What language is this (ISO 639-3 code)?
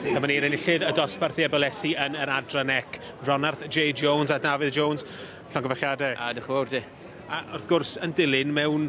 cym